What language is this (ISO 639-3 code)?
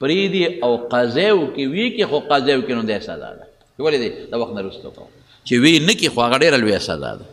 pus